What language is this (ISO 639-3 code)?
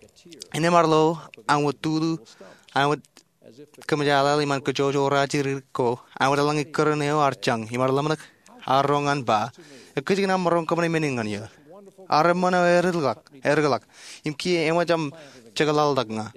mah